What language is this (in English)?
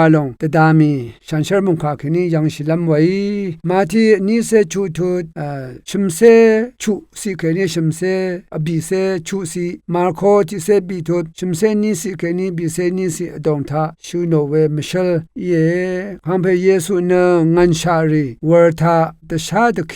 Rawang